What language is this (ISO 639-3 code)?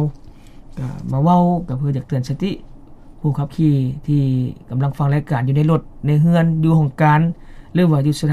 lao